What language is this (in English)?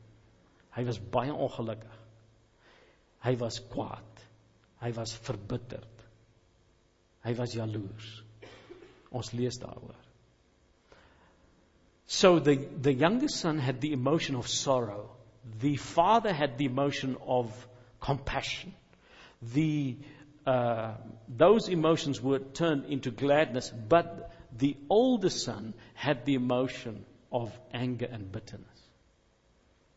Afrikaans